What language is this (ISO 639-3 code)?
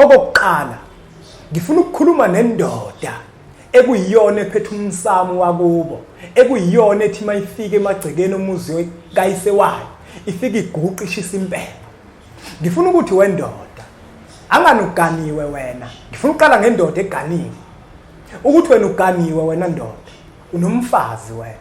zul